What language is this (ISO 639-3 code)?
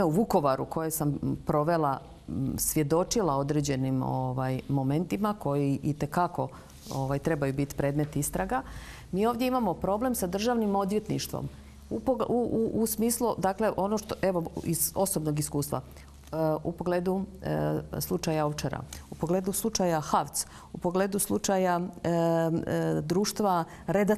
hrv